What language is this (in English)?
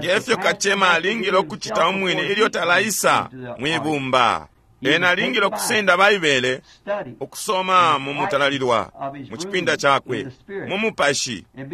Bemba